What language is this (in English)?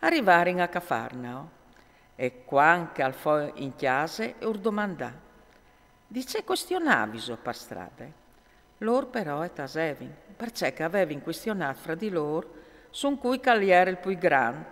Friulian